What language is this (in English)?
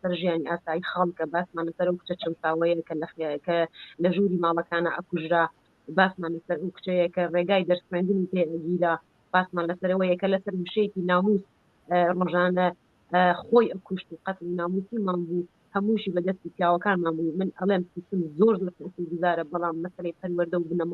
Central Kurdish